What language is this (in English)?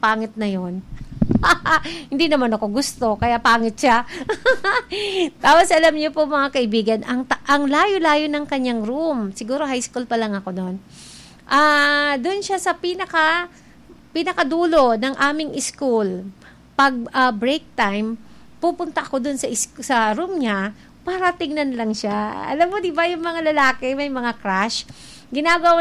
Filipino